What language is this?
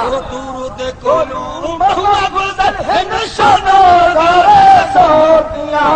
Saraiki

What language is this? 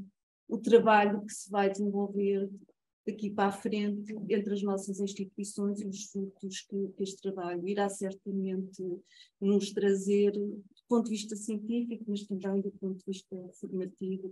Portuguese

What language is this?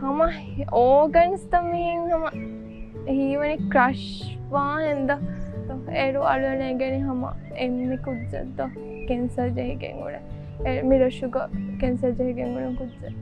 Divehi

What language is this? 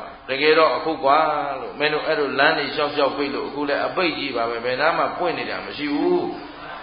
Burmese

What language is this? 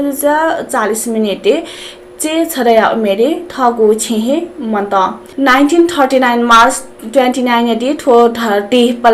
Newari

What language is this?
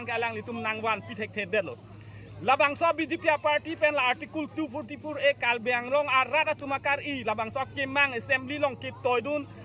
Karbi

